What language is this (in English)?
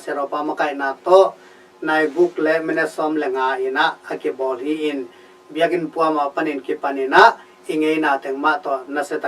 Tedim Chin